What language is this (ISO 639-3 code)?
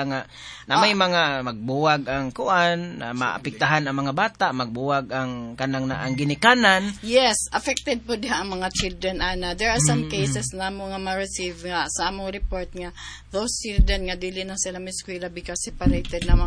ceb